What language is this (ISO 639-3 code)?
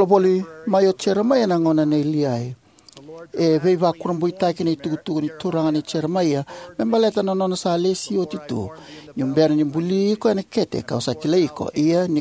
fij